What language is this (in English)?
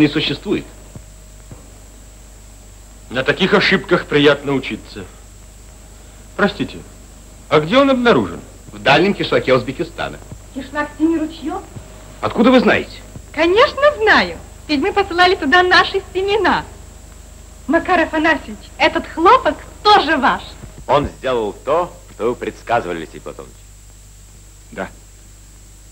Russian